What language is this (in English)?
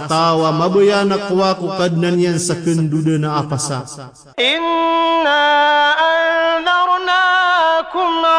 Maranao